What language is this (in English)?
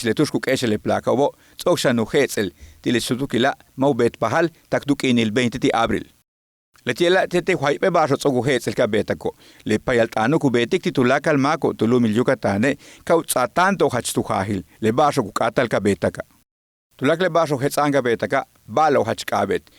Yucateco